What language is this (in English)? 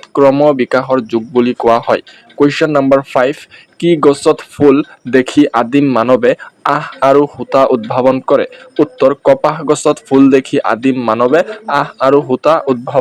Assamese